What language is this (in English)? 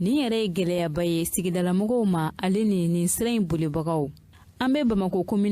Bambara